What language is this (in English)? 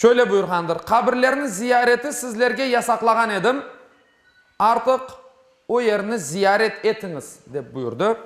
Crimean Tatar